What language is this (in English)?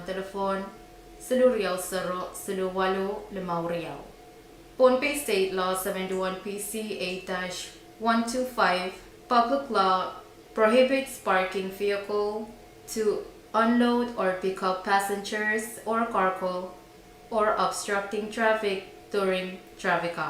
Pohnpeian